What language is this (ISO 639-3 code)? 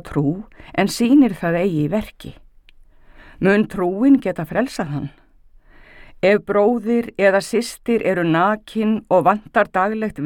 isl